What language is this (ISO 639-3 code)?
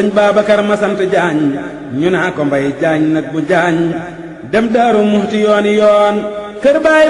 wol